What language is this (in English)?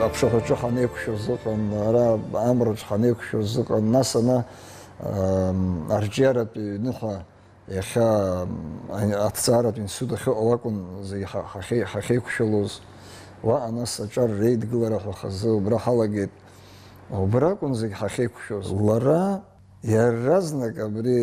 Abkhazian